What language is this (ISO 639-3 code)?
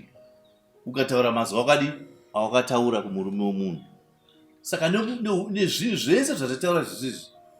sna